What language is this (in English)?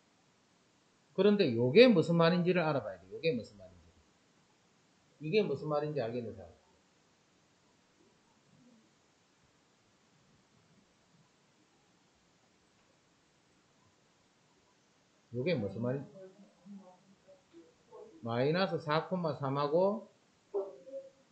Korean